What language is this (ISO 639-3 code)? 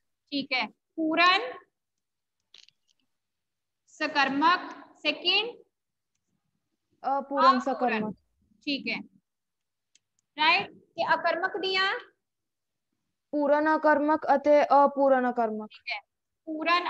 pan